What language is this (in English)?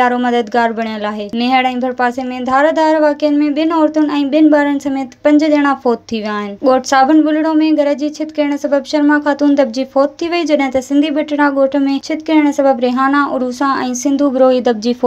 Sindhi